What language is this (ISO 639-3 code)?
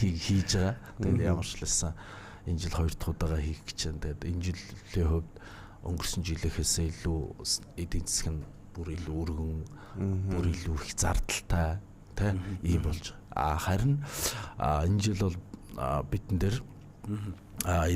mon